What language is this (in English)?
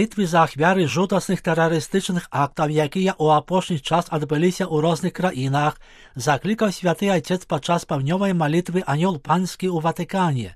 Belarusian